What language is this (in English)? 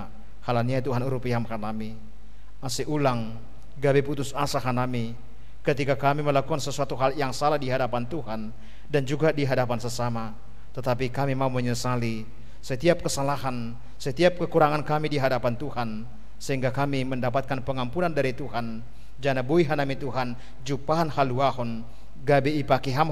Batak Simalungun